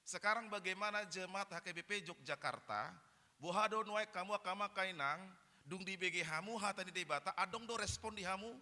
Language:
Batak Toba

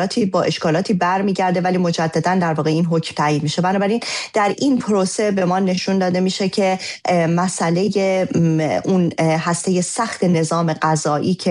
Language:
Persian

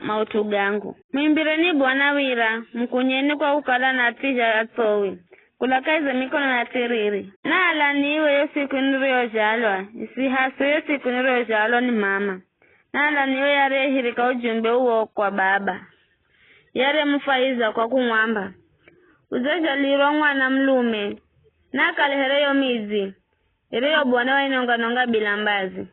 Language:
Giryama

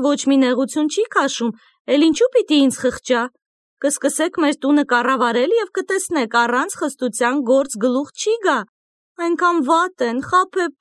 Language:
Armenian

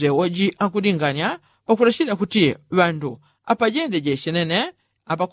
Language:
Yao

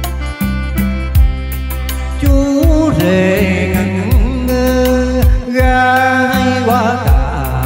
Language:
Vietnamese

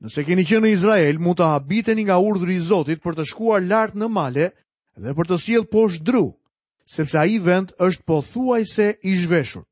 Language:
Albanian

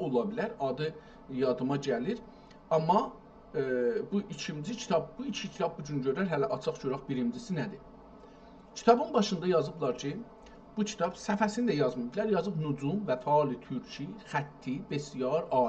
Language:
South Azerbaijani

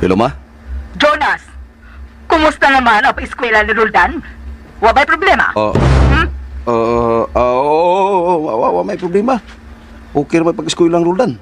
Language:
Cebuano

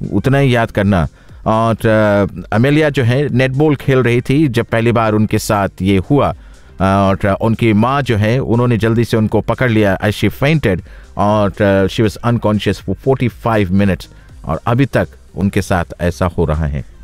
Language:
Hindi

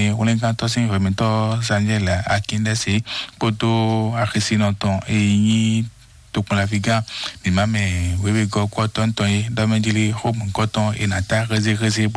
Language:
Fon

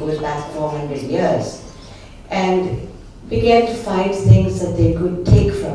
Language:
English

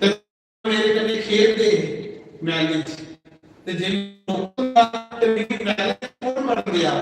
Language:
Dogri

